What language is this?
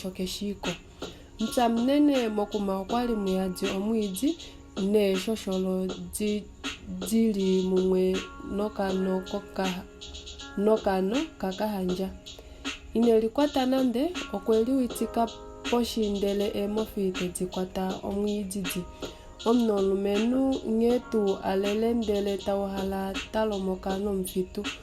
Kuanyama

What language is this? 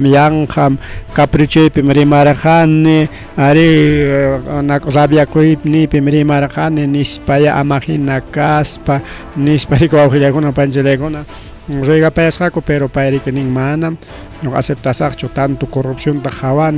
Ayacucho Quechua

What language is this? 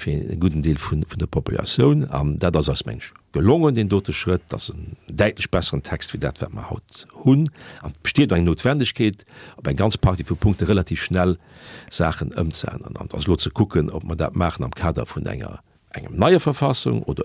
Luxembourgish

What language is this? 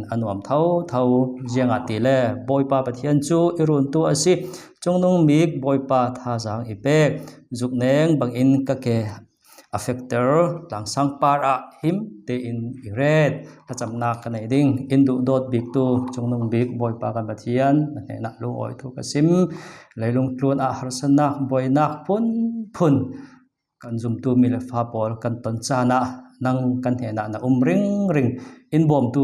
Falam Chin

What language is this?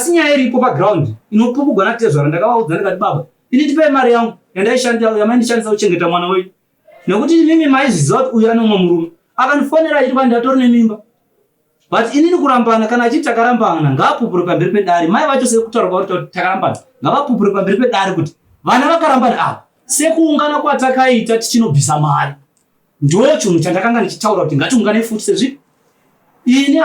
Shona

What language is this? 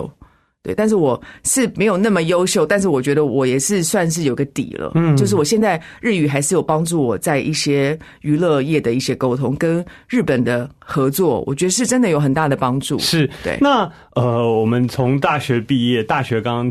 Chinese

